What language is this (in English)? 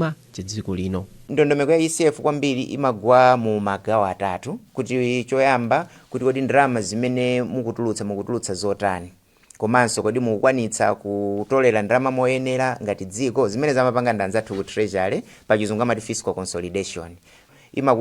Nyanja